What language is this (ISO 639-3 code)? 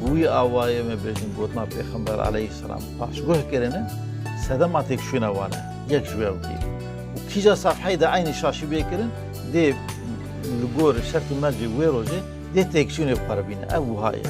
kur